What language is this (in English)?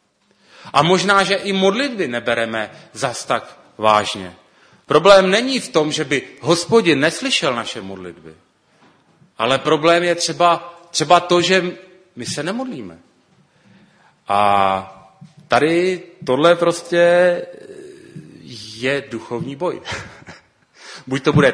Czech